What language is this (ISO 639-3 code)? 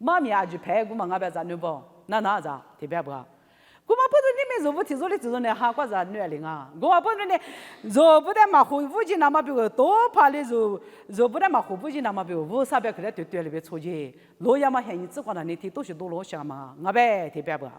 lis